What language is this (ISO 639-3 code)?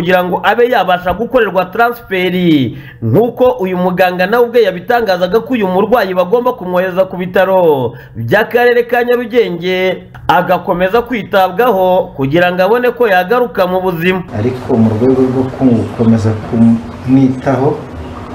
kin